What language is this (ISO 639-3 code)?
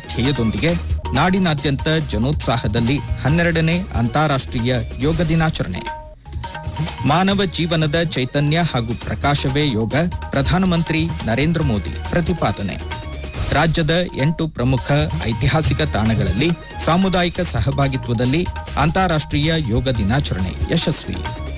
kan